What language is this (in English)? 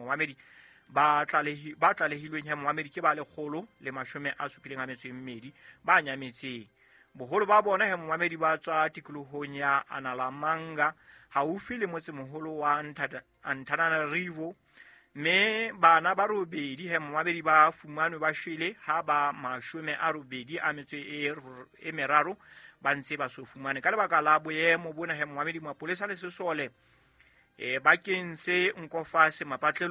Southern Sotho